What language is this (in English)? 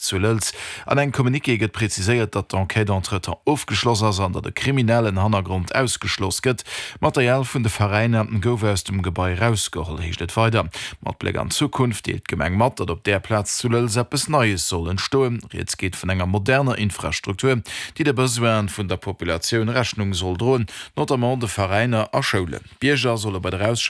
Luxembourgish